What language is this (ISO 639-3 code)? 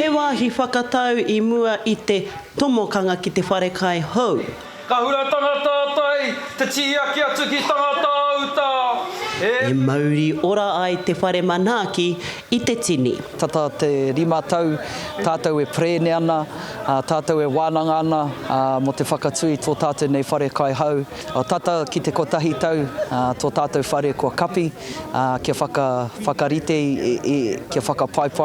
mri